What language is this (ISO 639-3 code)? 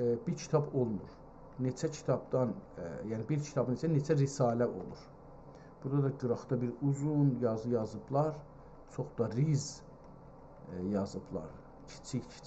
azb